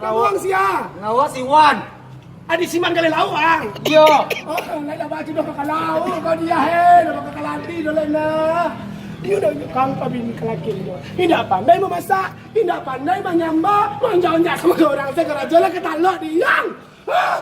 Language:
Minangkabau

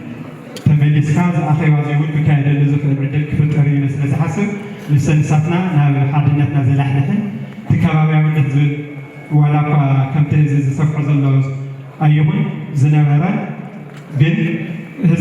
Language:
Tigrinya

